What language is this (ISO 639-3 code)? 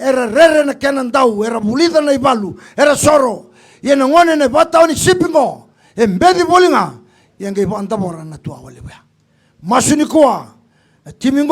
fij